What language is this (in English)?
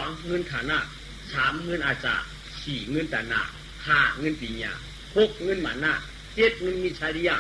Shan